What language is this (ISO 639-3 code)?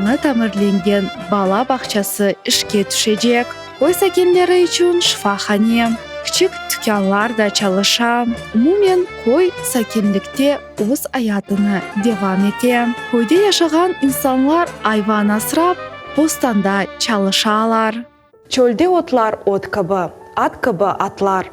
crh